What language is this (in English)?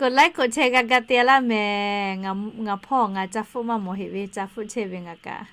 Lahu